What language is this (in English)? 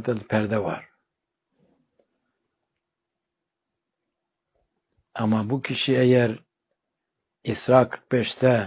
Turkish